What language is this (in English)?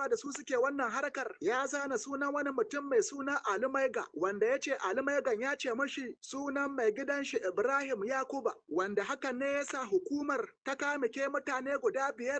Hausa